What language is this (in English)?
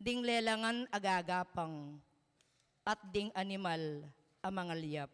Pampanga